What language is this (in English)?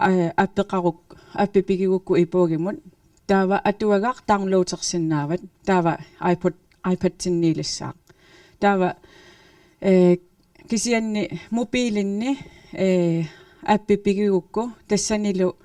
Kalaallisut